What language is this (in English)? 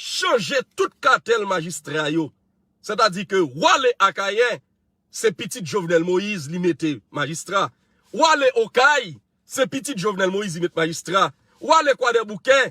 Haitian Creole